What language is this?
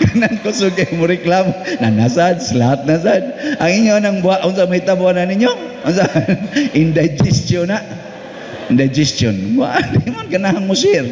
Cebuano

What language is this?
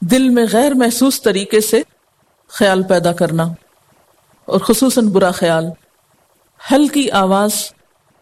Urdu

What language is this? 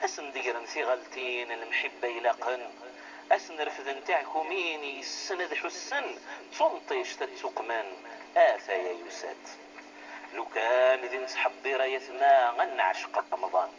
Kabyle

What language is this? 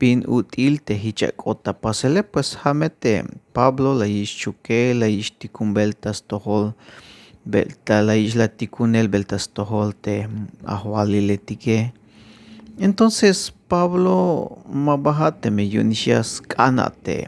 Tzeltal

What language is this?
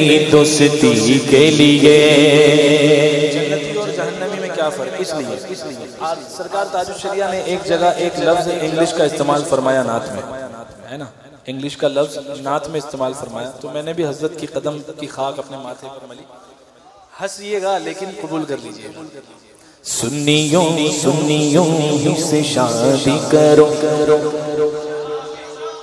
Urdu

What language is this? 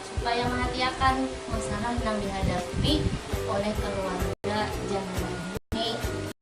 Banjar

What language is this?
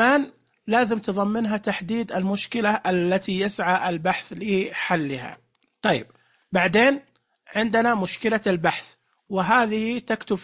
Najdi Arabic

